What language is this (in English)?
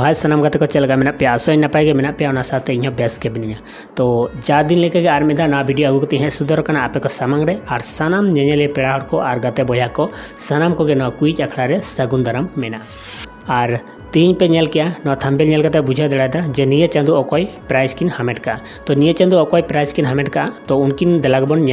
Santali